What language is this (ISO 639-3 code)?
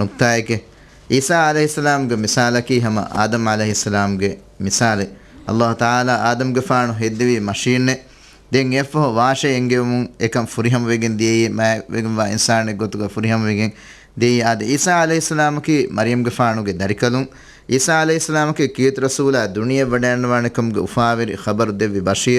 div